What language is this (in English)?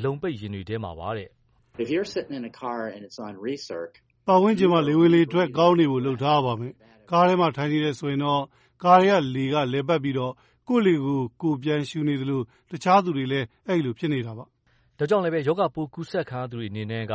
Burmese